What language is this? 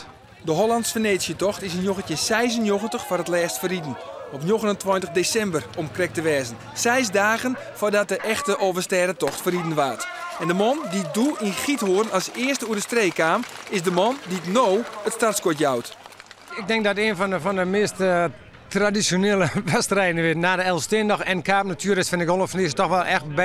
Western Frisian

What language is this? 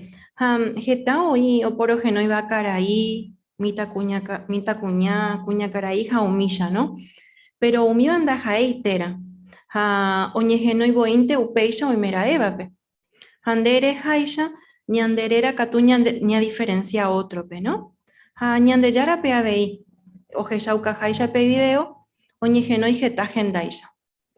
Guarani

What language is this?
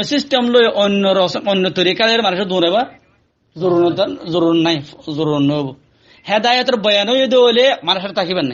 Rohingya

